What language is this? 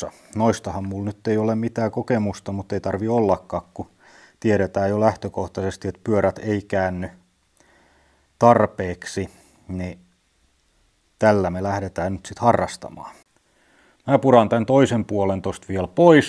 Finnish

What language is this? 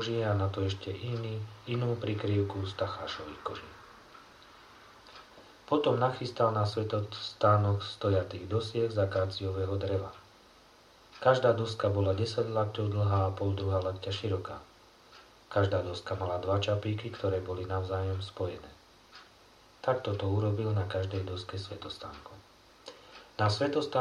Slovak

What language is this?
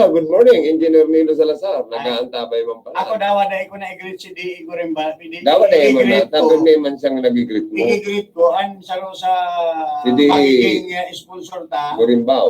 Bikol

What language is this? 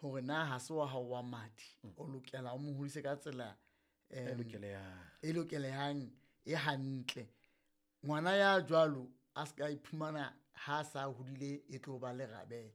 Southern Sotho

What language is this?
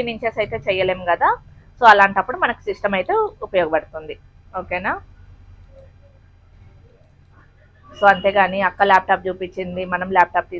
Telugu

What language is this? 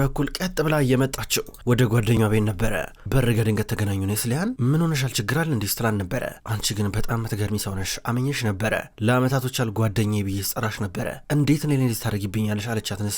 Amharic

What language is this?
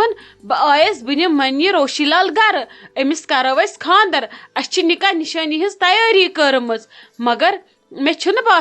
Kashmiri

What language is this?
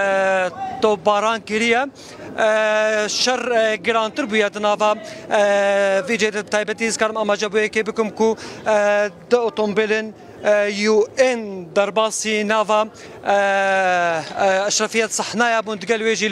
Kurdish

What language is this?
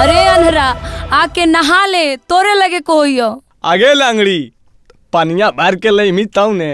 Magahi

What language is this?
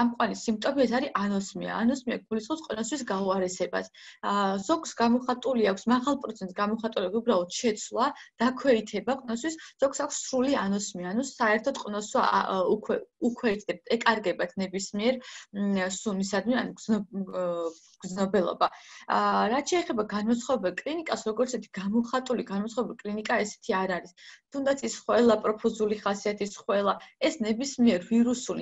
Georgian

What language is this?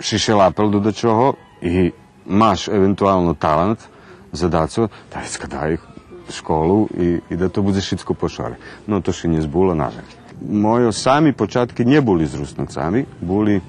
Rusyn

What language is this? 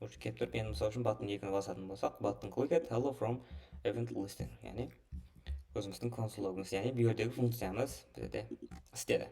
Kara-Kalpak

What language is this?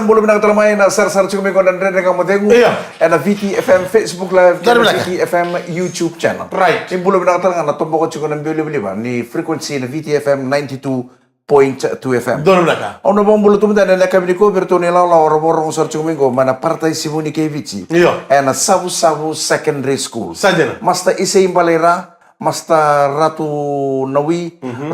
Fijian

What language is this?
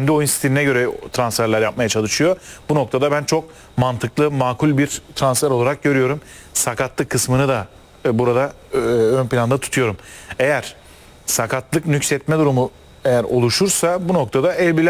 Turkish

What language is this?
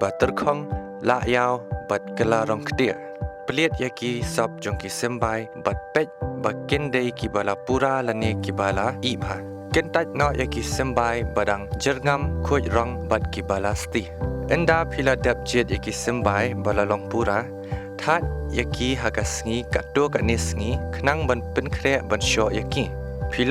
Khasi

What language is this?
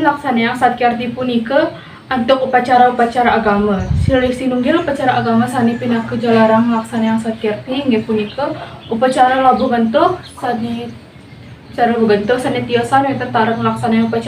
Balinese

